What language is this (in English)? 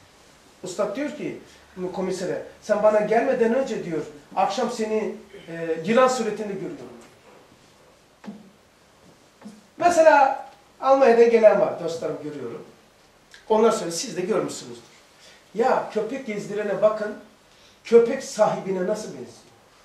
Turkish